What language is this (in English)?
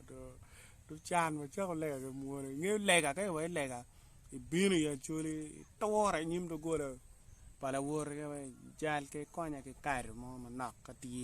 Acoli